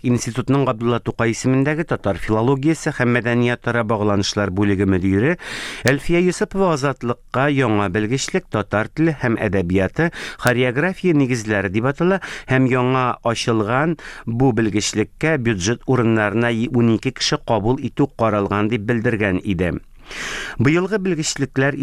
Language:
Tatar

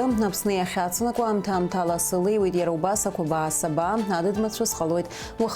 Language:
Abkhazian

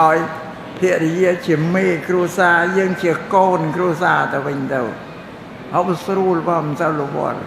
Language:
Khmer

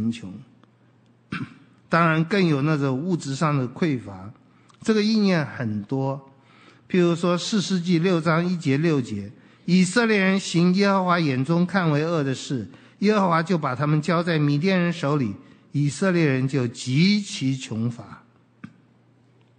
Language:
Chinese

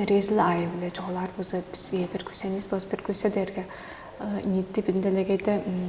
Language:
Tuvinian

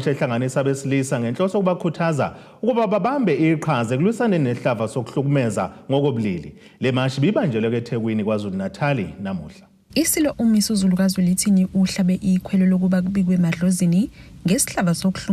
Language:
Zulu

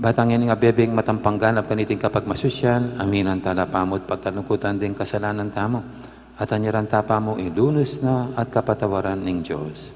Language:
Pampanga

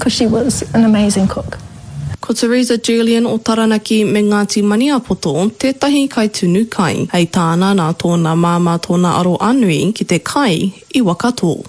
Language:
Māori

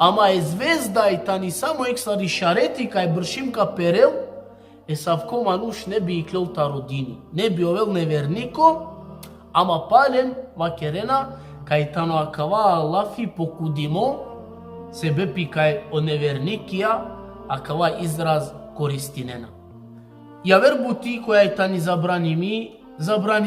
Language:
Balkan Romani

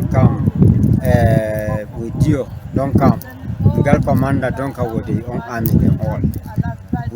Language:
Cameroon Pidgin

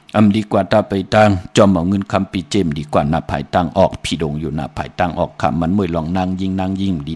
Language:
Shan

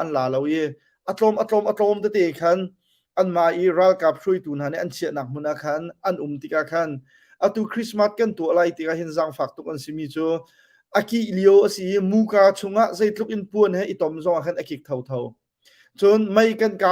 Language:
Hakha Chin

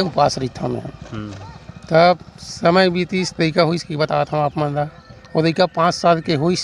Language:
Chhattisgarhi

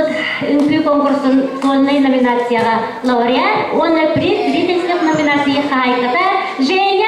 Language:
Yakut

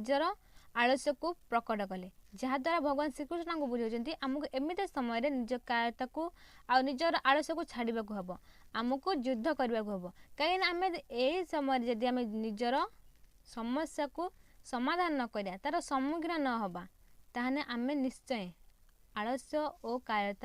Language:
Odia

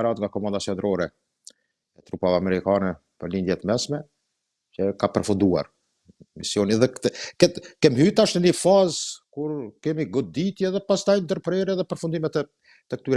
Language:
Albanian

